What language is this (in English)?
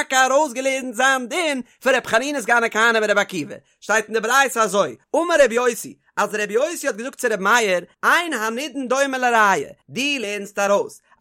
Yiddish